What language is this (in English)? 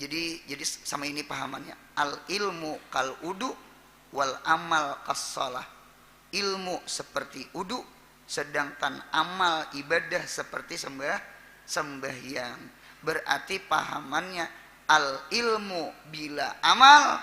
Banjar